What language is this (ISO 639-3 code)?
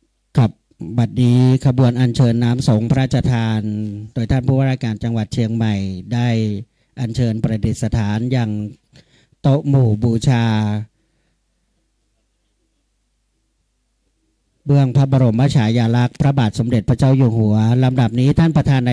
tha